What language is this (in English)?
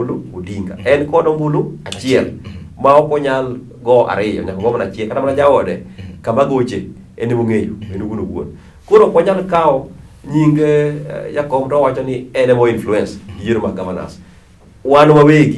Luo (Kenya and Tanzania)